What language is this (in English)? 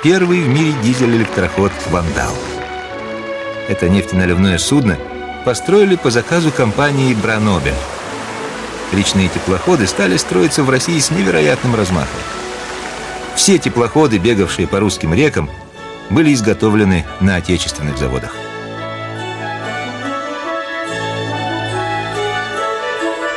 Russian